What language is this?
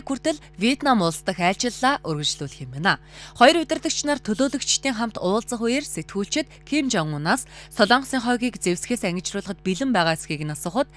Mongolian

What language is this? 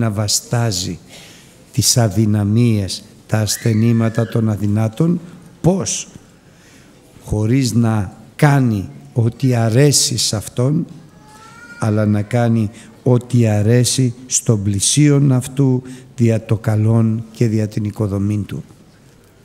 Greek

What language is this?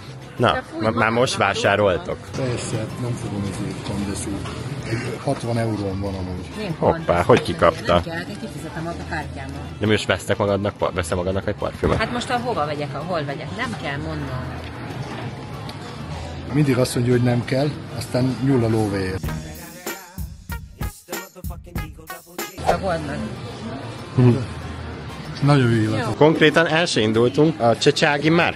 Hungarian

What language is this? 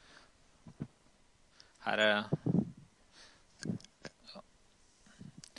Norwegian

